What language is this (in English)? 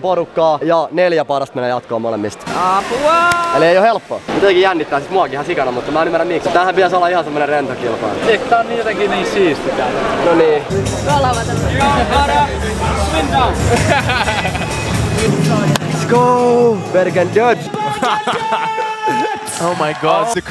Finnish